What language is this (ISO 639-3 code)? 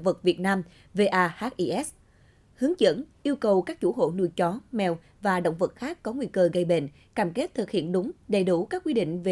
vie